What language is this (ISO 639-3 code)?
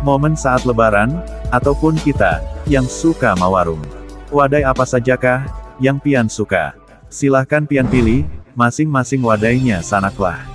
bjn